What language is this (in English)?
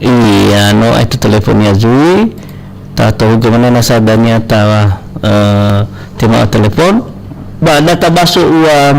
Nias